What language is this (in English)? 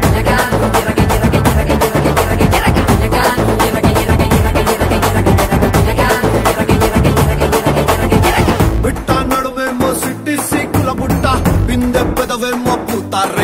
Telugu